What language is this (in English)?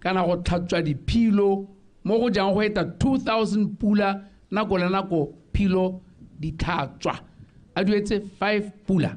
Tswana